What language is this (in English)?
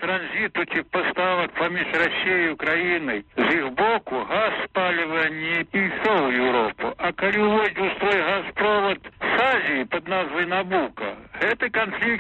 Belarusian